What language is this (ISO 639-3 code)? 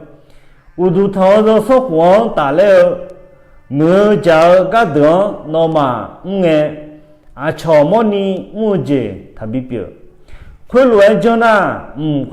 ahk